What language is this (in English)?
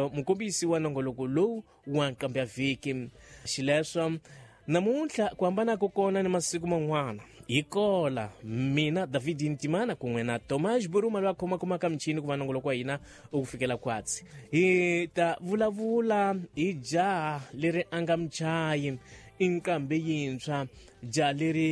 Tsonga